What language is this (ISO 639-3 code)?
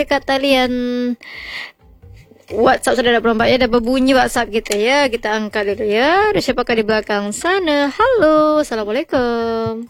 msa